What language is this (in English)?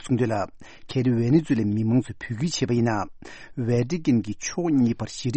Tibetan